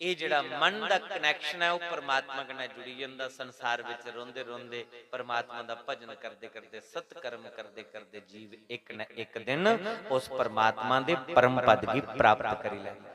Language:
Dogri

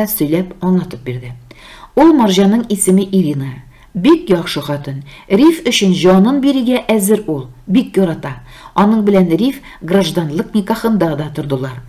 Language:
Tatar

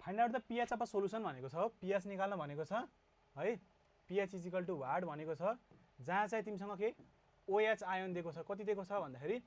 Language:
Nepali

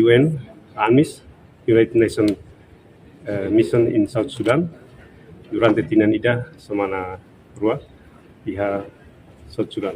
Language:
Tetum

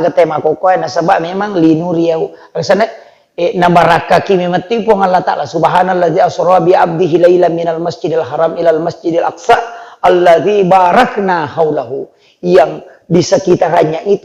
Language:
Buginese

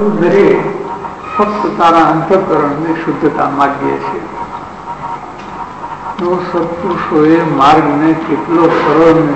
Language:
Gujarati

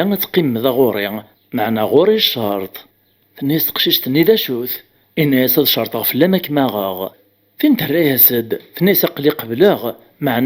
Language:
Kabyle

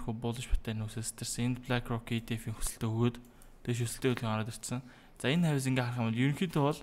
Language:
Mongolian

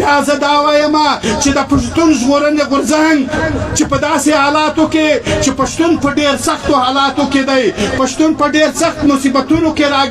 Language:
Pashto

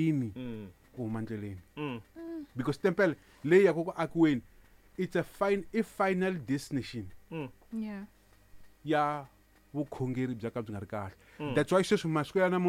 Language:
Tsonga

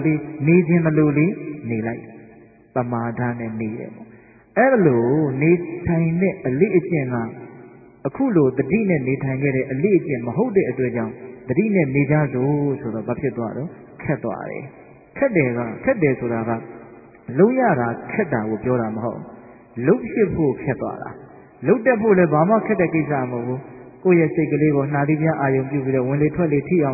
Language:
Burmese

